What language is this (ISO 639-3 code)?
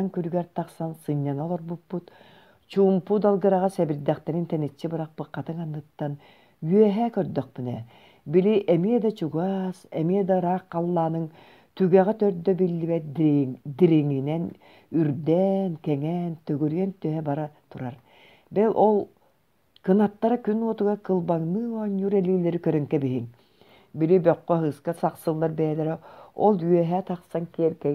sah